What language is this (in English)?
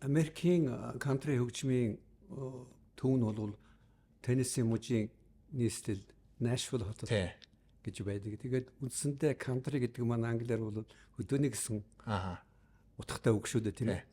Mongolian